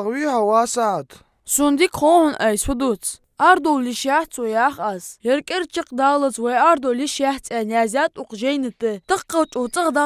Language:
Ingush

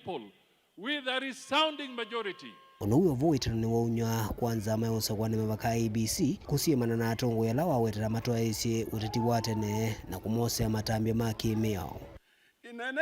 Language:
Kamba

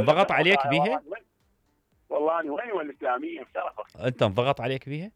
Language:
Mesopotamian Arabic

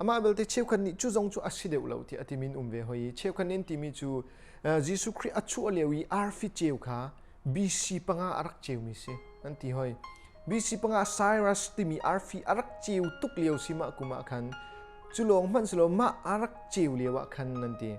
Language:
Hakha Chin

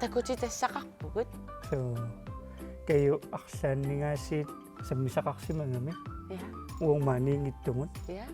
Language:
Kalaallisut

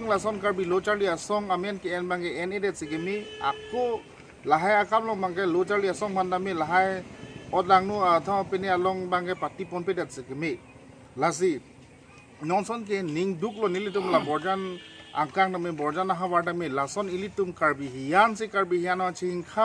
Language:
Karbi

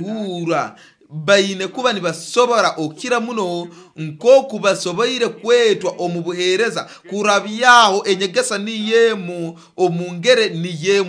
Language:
Nyoro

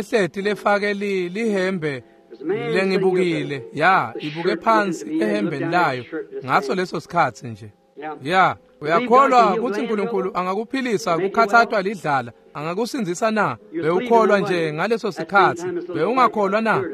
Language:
Swati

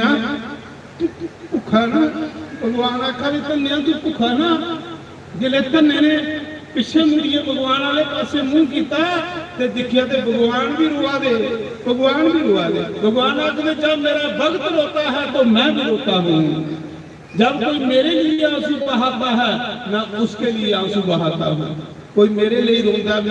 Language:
Dogri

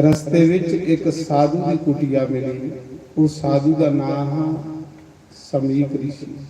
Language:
Dogri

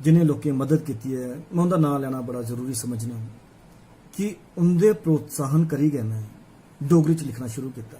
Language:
Dogri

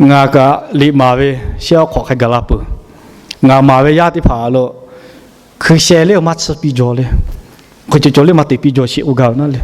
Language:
Lahu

